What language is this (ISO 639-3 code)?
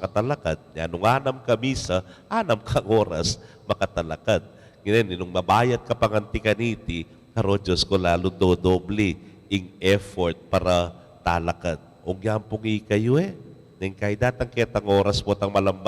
pam